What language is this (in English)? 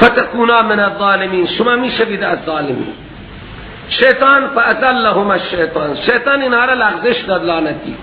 Persian